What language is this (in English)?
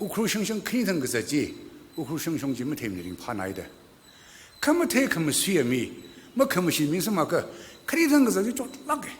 Tangkhul Naga (India)